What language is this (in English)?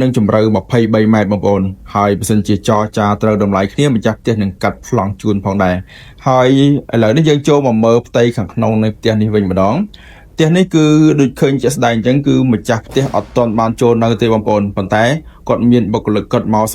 Khmer